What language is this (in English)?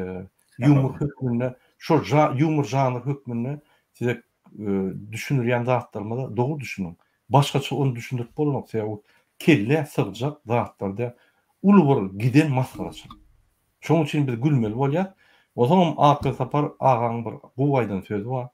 Turkmen